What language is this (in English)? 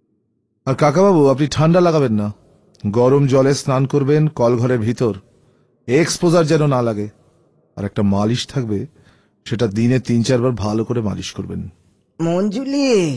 Bangla